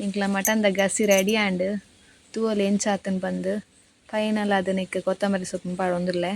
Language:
Tulu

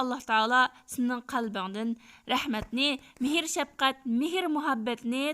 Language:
Uyghur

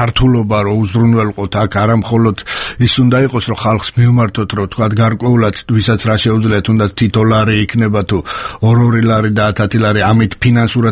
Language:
Georgian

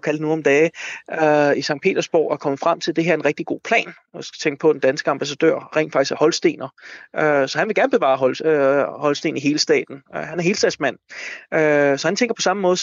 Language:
Danish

